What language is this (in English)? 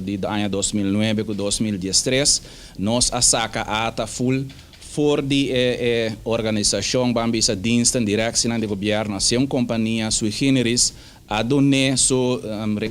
Papiamento